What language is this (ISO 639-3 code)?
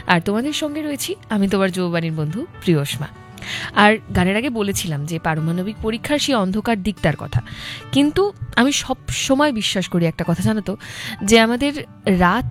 ben